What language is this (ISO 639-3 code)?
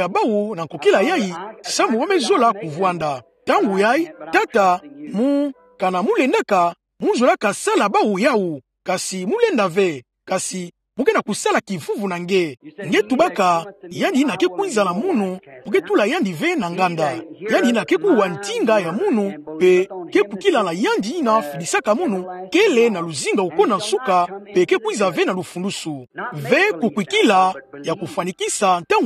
ktu